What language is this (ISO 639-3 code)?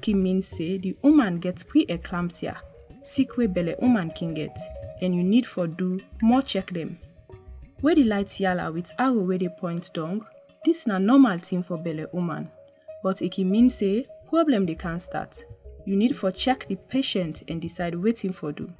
pcm